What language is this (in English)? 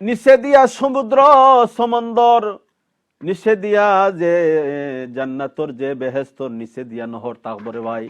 Sylheti